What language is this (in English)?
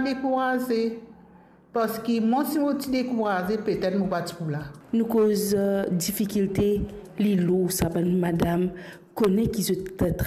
Morisyen